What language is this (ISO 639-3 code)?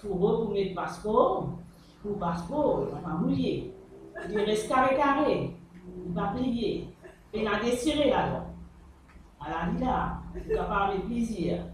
mfe